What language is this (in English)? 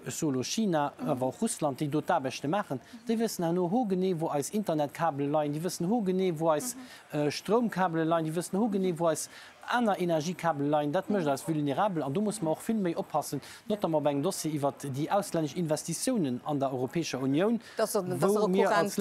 Luxembourgish